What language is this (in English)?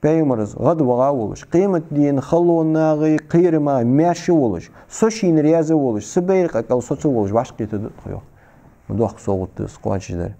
Ingush